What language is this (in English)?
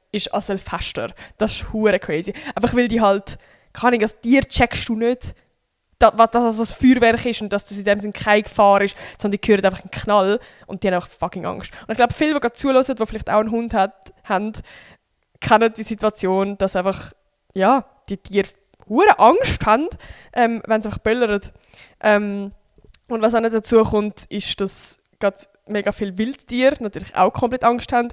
Swiss German